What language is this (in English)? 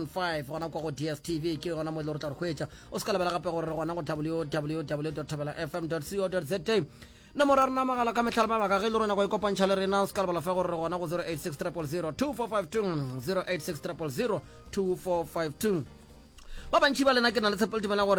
Northern Sotho